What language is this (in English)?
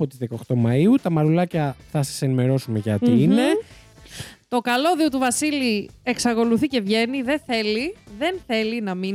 Greek